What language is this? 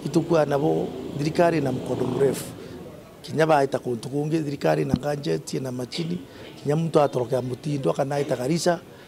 Meru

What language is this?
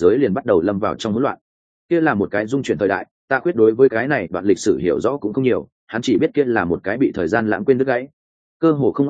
Vietnamese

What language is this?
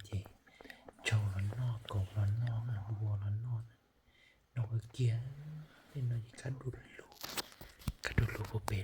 Hmong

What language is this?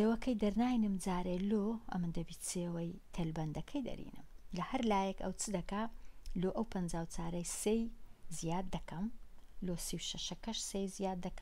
Central Kurdish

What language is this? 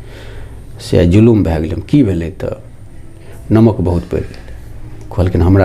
Maithili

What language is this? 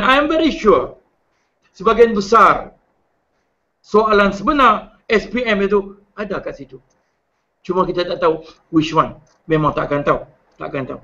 Malay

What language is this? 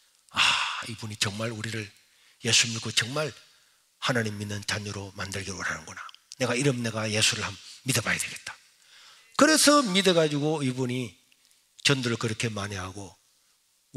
Korean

